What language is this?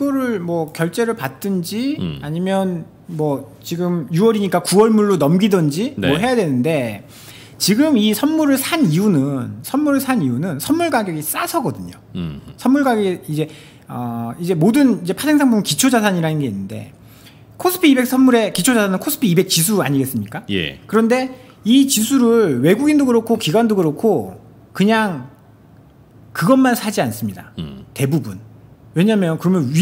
Korean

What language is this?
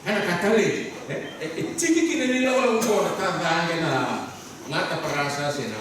Fijian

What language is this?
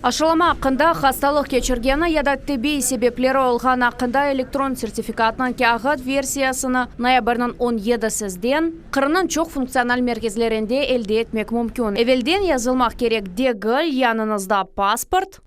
Crimean Tatar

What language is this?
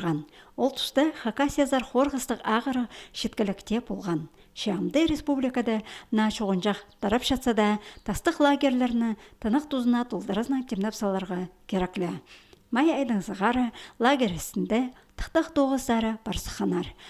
Khakas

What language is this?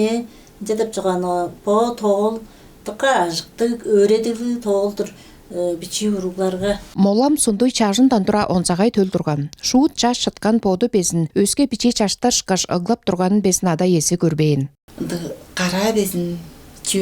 Tuvinian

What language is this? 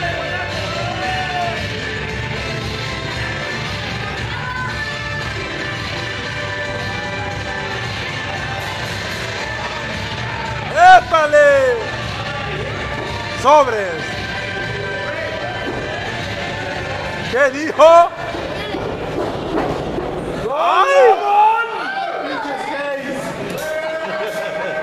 Spanish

